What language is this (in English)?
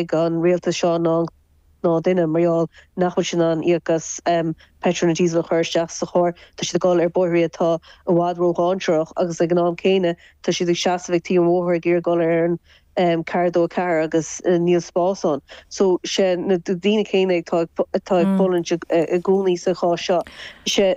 Irish